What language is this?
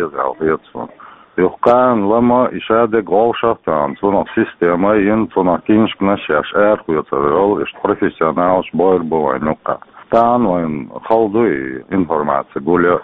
Chechen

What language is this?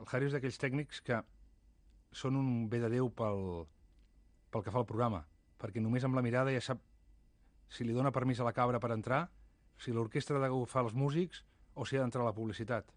Catalan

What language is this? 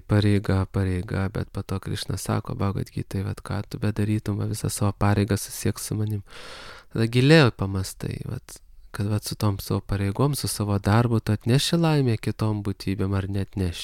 Lithuanian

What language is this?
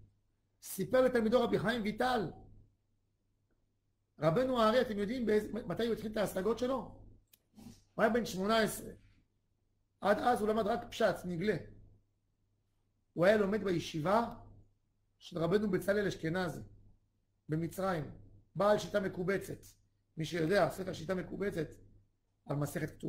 Hebrew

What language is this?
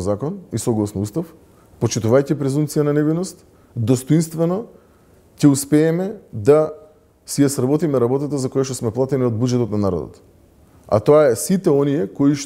Macedonian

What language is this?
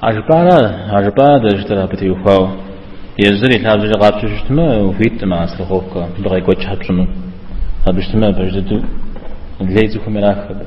Kabardian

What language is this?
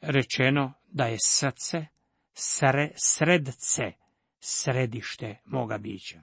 Croatian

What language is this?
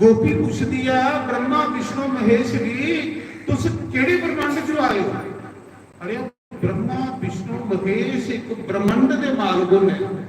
Dogri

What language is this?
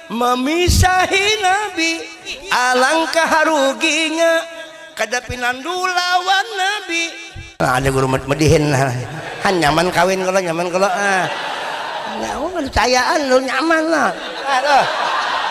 Banjar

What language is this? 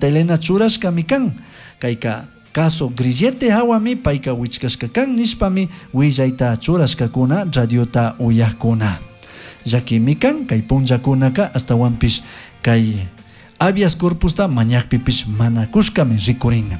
Chimborazo Highland Quichua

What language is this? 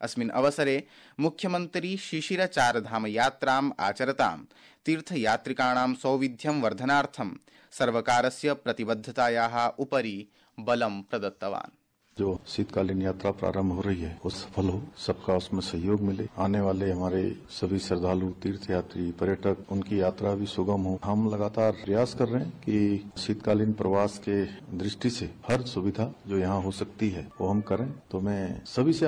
Sanskrit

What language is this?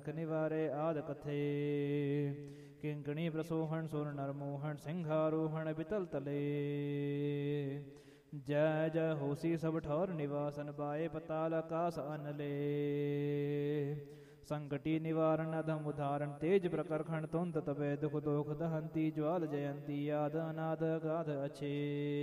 Punjabi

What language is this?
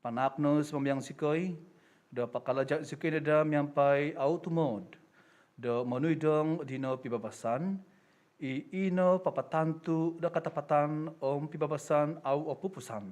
Central Dusun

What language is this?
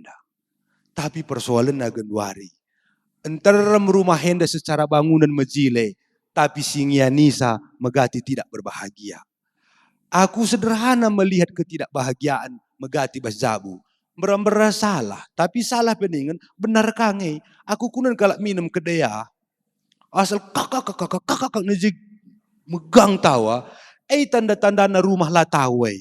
Batak Karo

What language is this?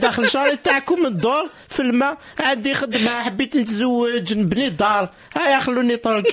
Moroccan Arabic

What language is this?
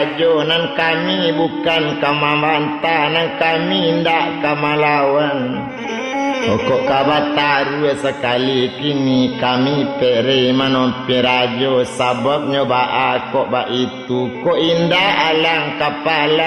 Minangkabau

